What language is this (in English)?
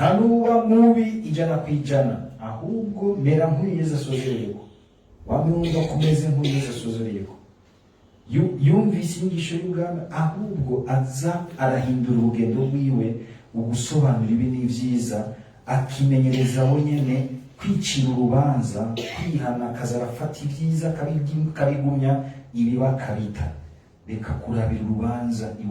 Rundi